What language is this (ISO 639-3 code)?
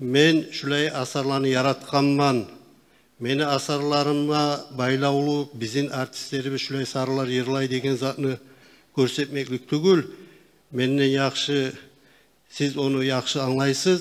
kum